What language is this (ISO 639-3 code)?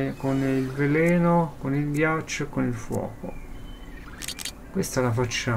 ita